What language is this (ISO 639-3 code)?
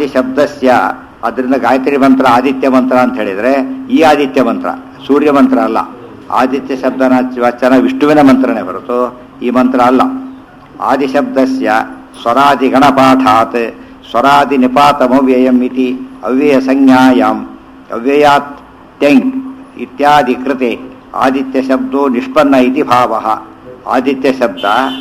kan